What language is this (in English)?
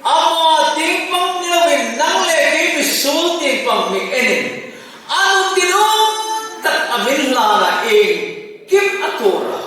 Hmar